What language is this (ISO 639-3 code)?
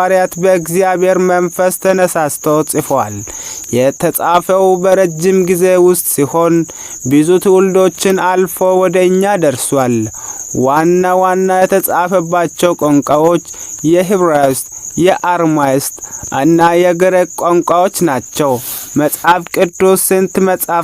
amh